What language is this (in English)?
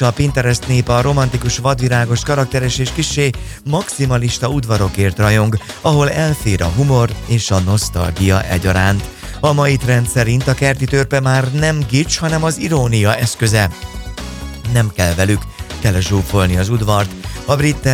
Hungarian